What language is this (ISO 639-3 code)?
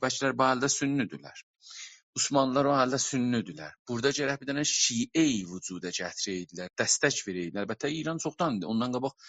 azb